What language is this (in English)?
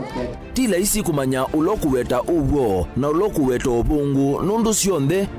Kamba